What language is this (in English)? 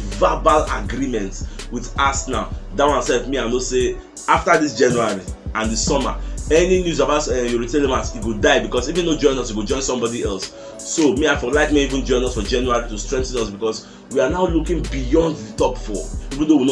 Nigerian Pidgin